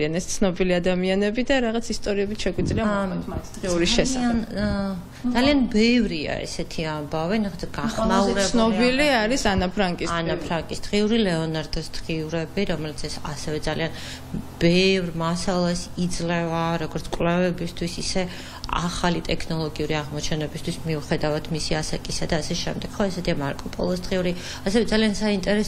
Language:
Georgian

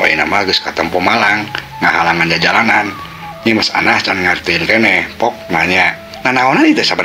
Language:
Sundanese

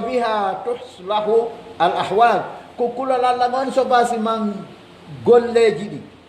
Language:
Pular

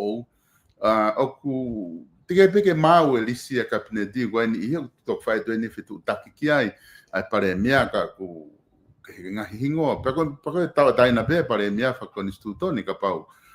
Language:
Tongan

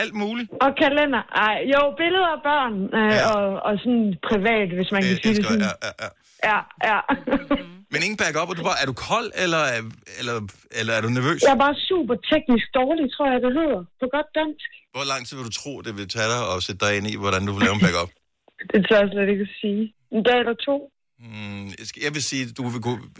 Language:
Danish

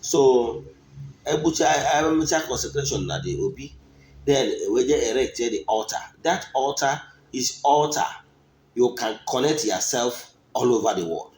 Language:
Igbo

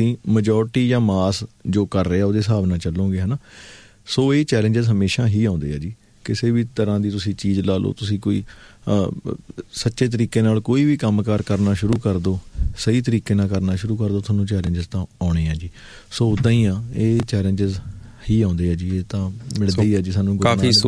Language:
Punjabi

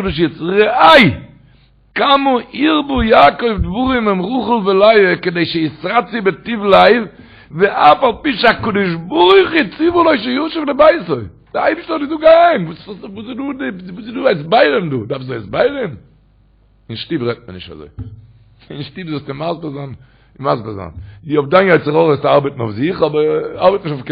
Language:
Yiddish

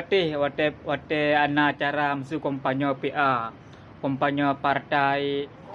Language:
Achinese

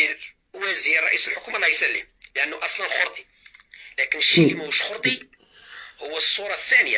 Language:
Algerian Arabic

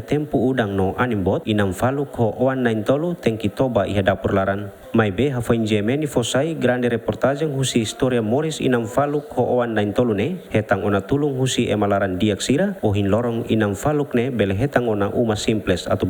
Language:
Tetum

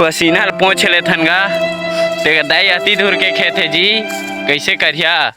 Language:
Chhattisgarhi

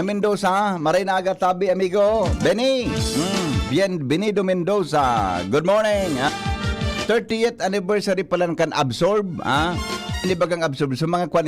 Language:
Bikol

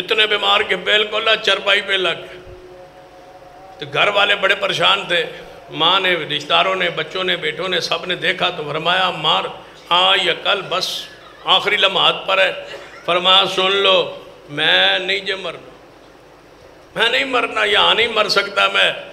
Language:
Urdu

